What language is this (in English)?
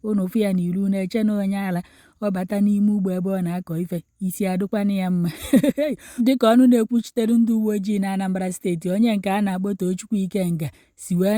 Igbo